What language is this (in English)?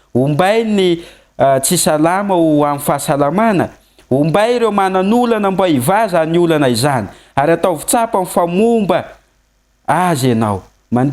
Malagasy